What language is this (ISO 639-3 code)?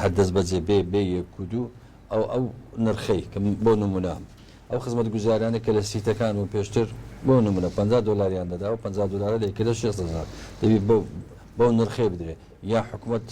ckb